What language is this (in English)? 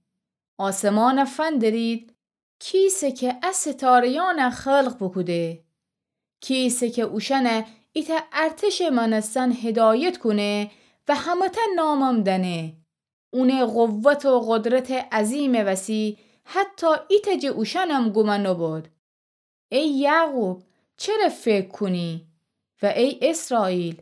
Gilaki